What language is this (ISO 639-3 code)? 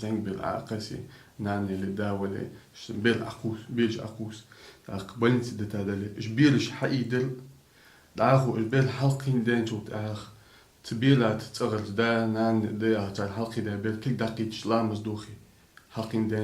inh